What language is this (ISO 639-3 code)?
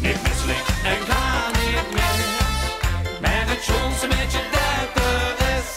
lim